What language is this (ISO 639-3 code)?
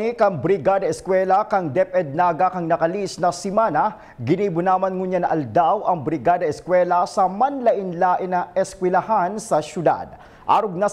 bik